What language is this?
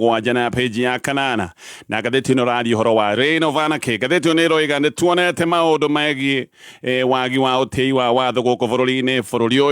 Kikuyu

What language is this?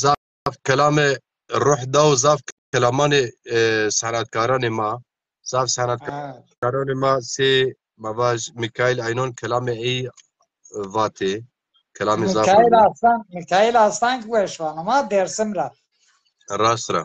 Zaza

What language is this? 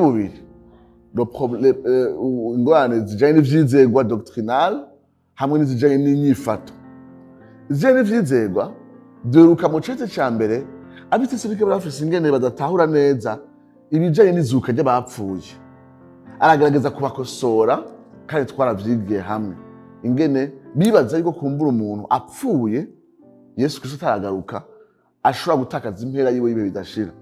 Rundi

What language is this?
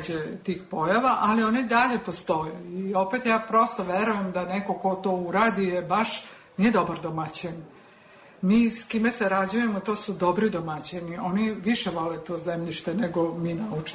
Serbian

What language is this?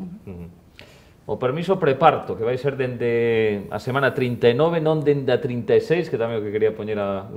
Galician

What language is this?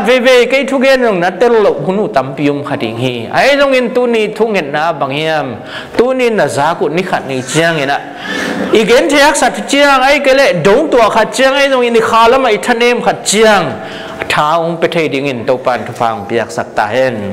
Tedim Chin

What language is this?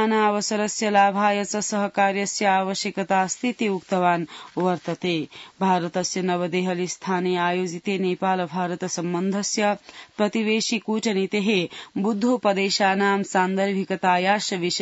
Sanskrit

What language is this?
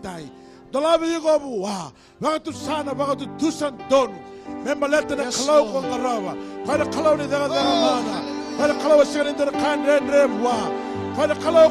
Fijian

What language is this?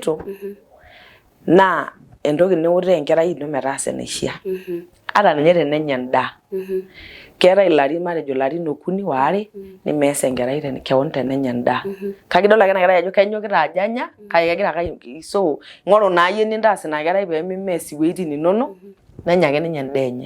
Masai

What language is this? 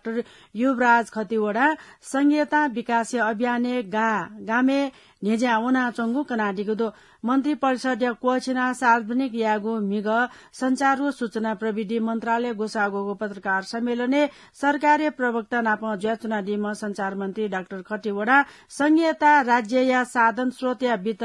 Newari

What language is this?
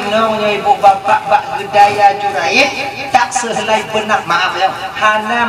Achinese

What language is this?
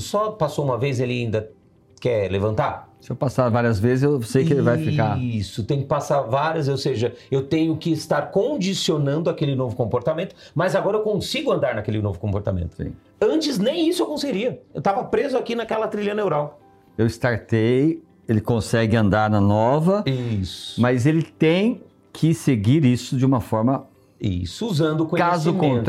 Portuguese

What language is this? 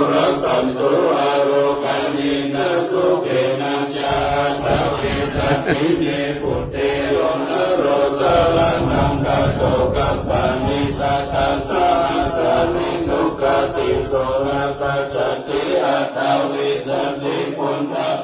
Pali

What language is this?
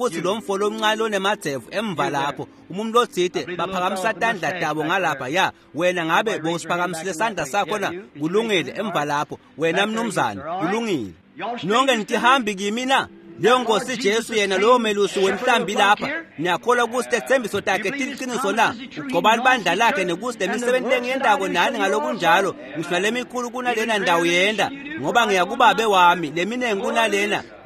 Swati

